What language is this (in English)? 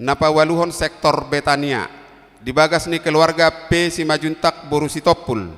Batak Toba